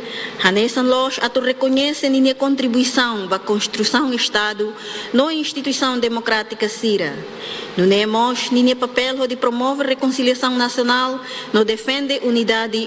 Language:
Tetum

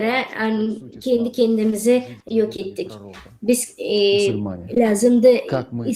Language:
Gagauz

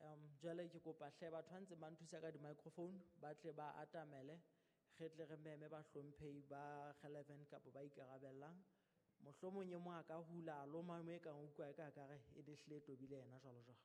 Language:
Southern Sotho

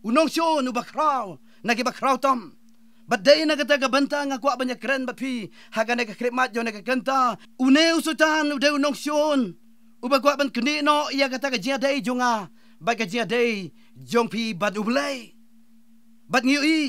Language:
Khasi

